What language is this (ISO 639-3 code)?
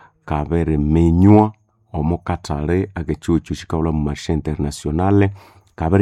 nnb